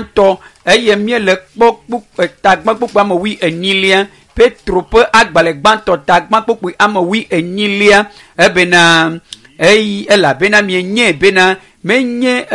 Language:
Ewe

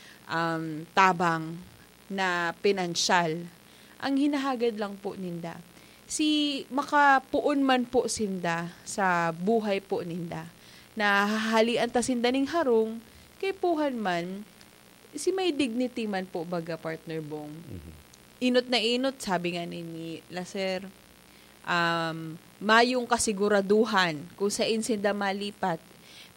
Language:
Bikol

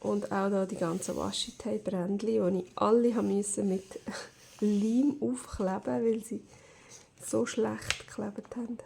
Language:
Swiss German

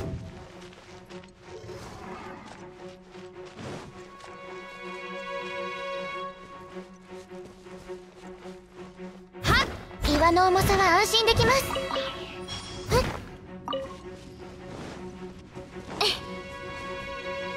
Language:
Japanese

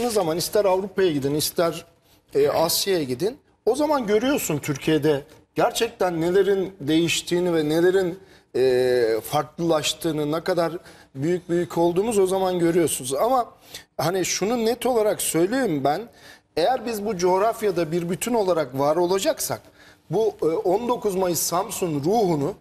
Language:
Turkish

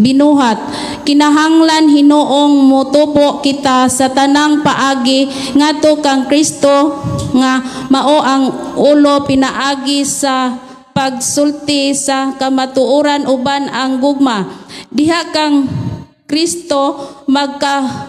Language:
Cebuano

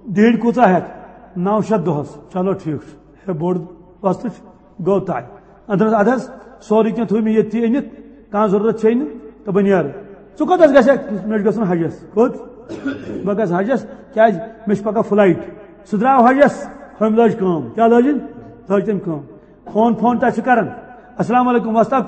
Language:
Kashmiri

